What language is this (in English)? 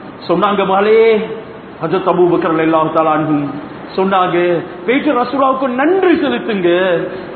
Tamil